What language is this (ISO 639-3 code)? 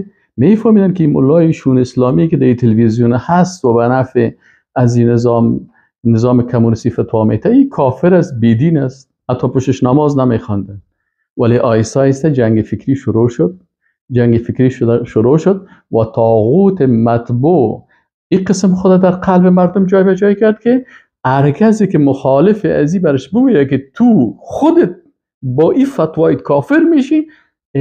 fas